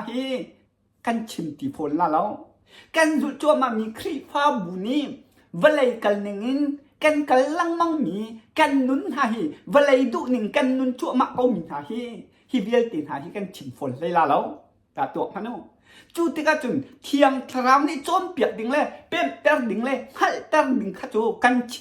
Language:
Hakha Chin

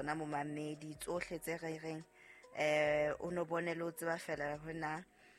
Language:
Southern Sotho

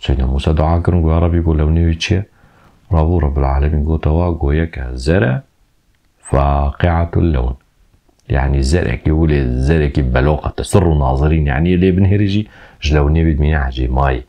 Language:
Kurdish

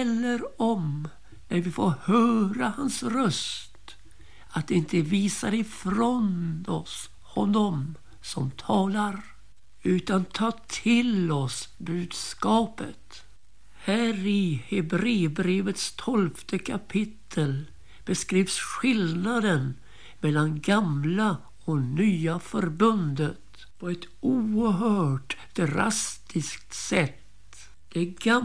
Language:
Swedish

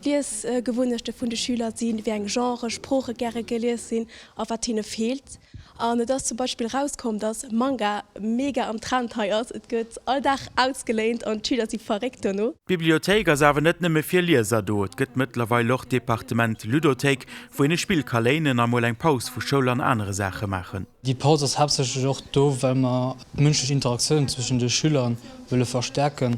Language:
Luxembourgish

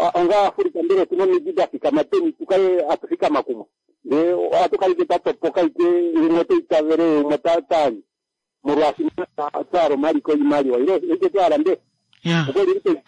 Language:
Kuanyama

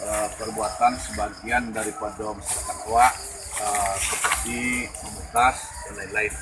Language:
Minangkabau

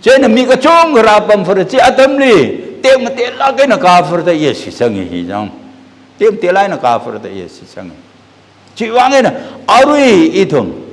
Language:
Tangkhul Naga (India)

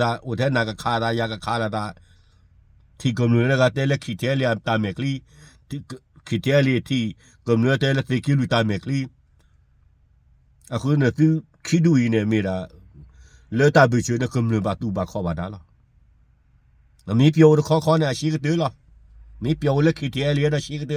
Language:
S'gaw Karen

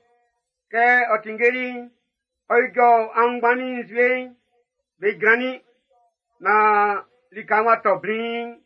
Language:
Baoulé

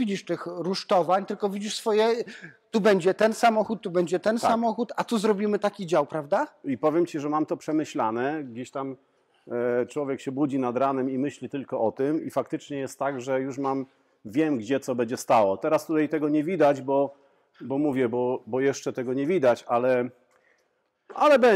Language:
Polish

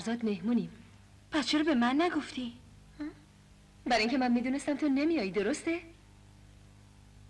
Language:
Persian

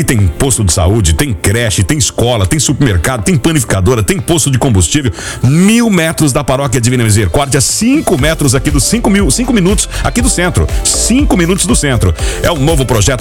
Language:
Portuguese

